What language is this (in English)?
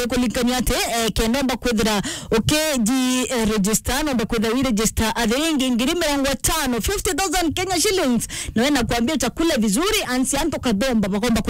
Meru